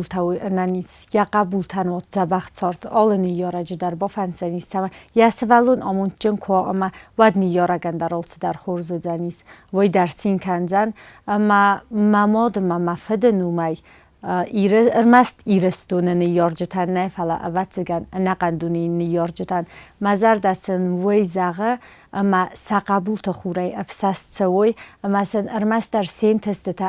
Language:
Ossetic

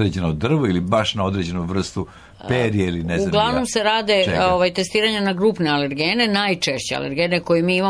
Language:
Serbian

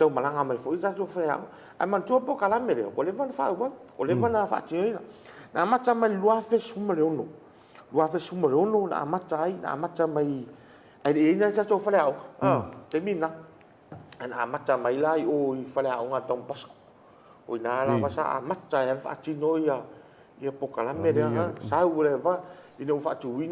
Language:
Samoan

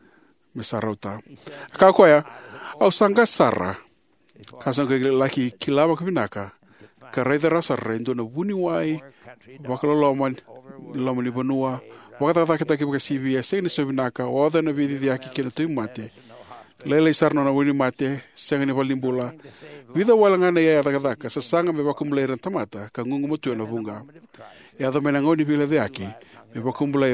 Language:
Fijian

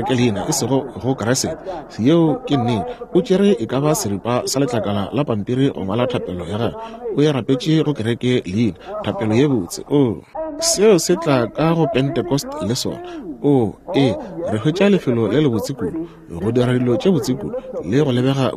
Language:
Northern Sotho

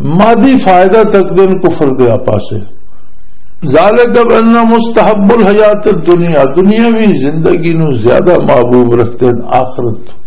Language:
Western Panjabi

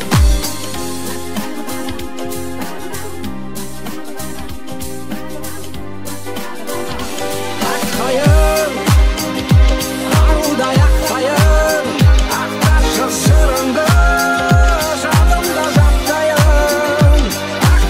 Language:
Kazakh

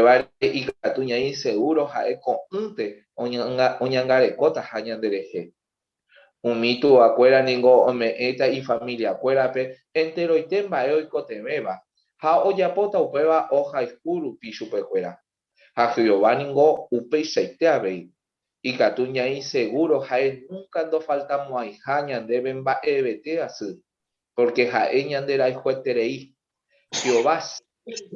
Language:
Guarani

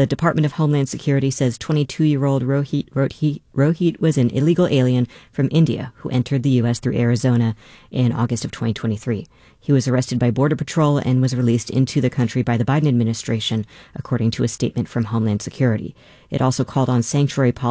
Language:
English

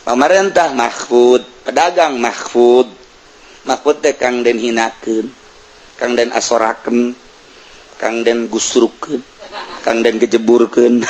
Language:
Sundanese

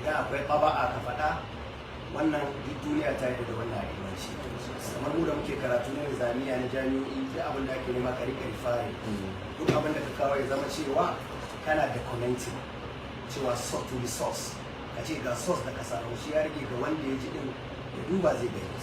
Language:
Hausa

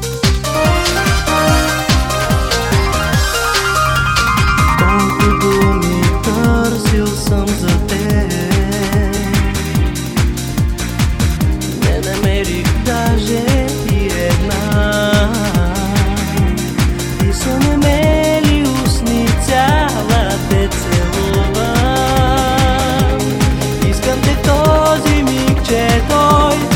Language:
Bulgarian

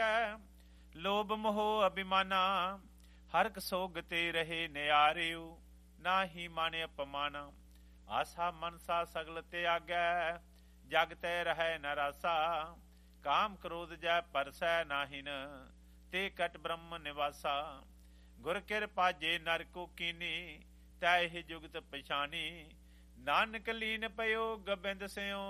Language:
Punjabi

